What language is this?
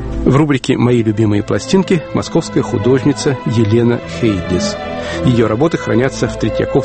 Russian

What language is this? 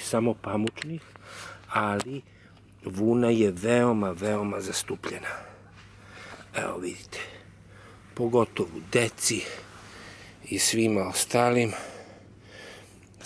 Serbian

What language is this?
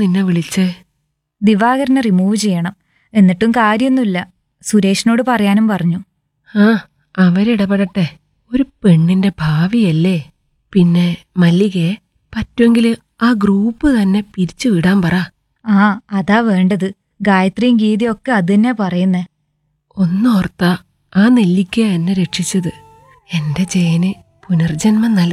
Malayalam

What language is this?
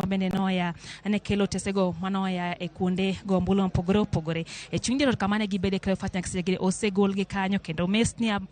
Luo (Kenya and Tanzania)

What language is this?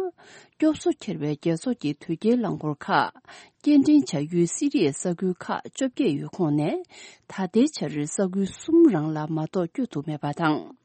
Tibetan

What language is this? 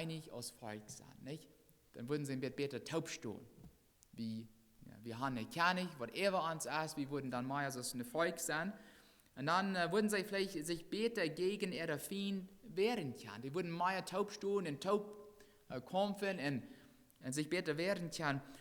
Plautdietsch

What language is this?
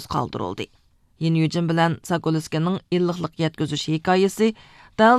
Uyghur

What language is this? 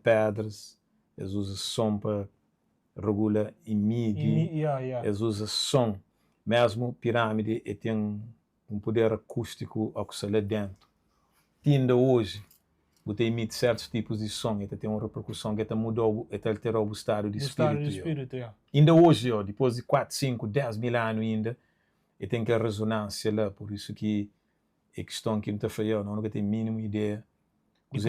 Kabuverdianu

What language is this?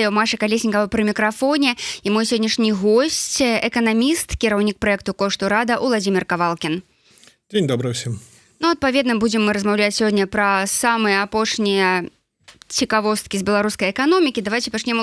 Belarusian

